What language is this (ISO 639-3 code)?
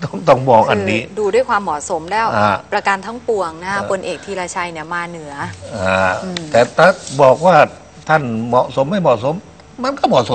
tha